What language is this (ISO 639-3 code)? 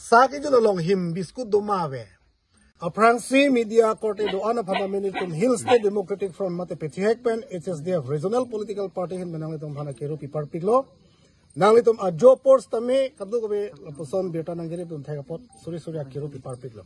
mjw